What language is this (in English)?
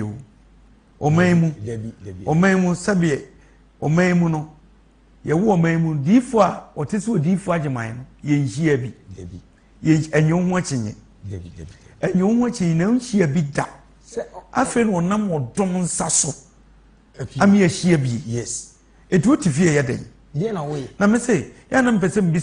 Akan